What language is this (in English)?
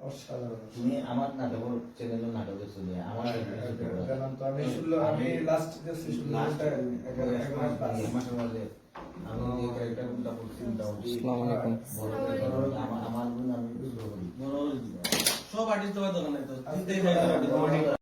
Sylheti